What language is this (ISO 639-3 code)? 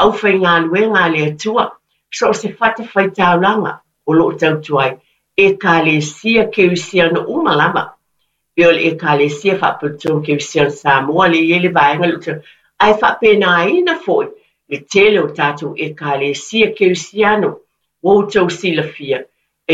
smo